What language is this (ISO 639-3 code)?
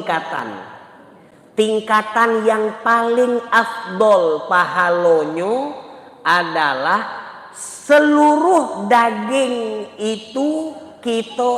mui